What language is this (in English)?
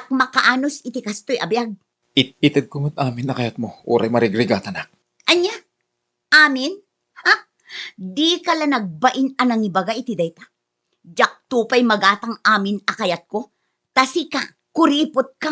Iloko